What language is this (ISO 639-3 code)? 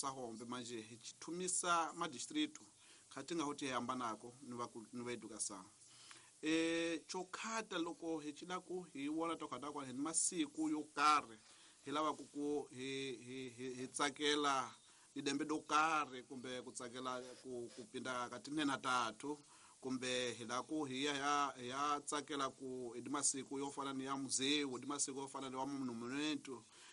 tso